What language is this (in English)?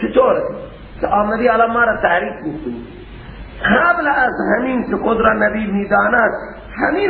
Persian